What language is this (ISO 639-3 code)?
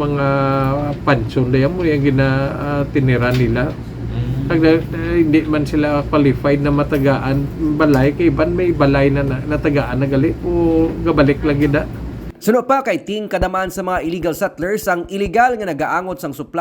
hil